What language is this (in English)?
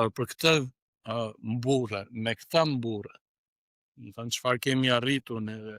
Albanian